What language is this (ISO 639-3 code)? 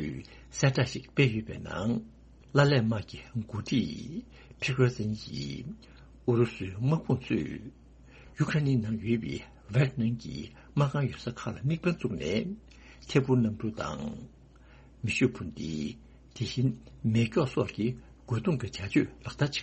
bod